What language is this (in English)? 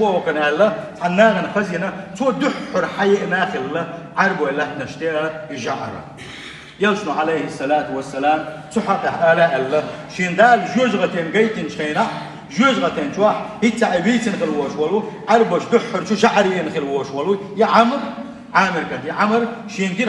Chechen